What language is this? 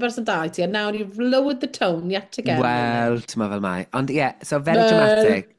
Welsh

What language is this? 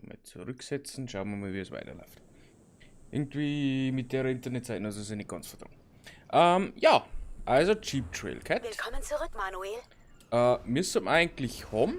Bavarian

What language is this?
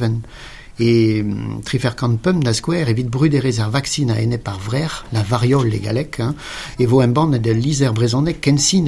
Breton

